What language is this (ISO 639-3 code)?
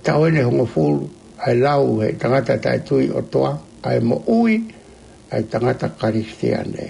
ton